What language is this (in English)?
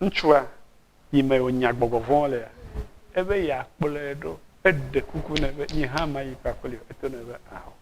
Ewe